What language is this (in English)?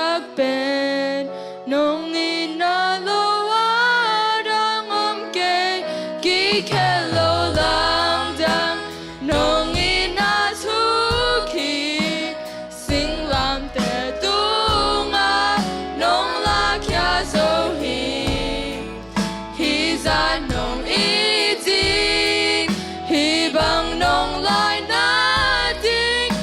Tedim Chin